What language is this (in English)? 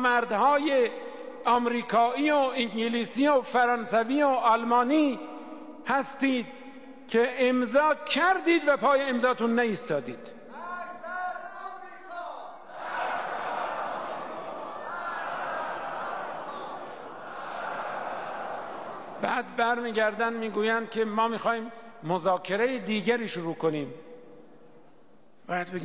Persian